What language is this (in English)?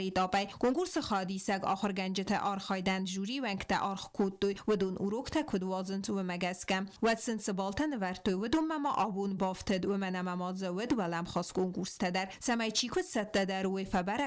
Ossetic